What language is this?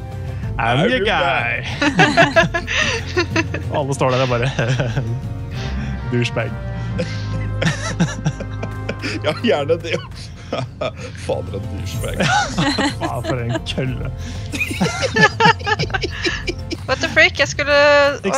Norwegian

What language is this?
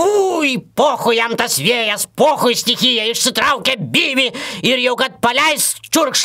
Lithuanian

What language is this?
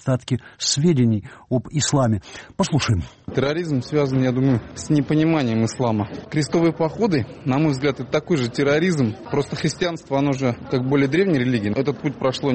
Russian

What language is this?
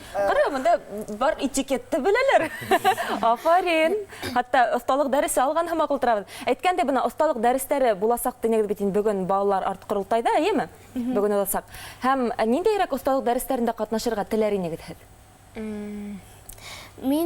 Bashkir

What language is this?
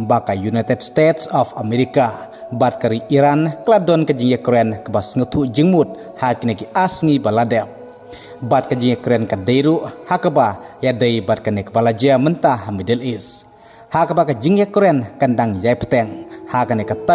Khasi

